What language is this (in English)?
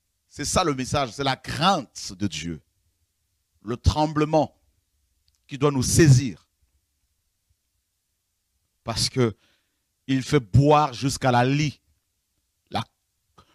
French